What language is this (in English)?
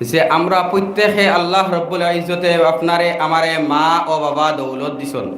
Sylheti